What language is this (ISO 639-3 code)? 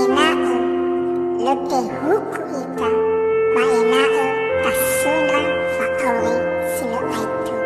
nia